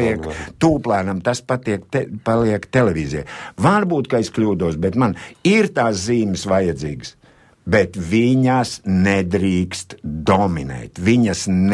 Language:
Latvian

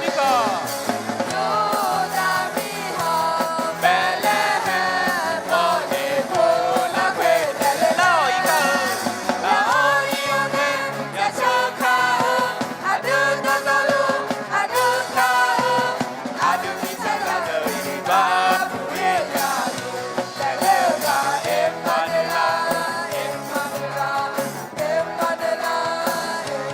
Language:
Akha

